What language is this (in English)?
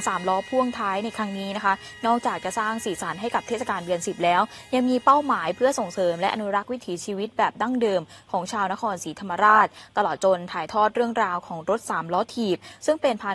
Thai